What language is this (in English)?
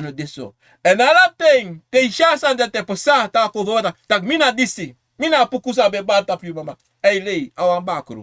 Sranan Tongo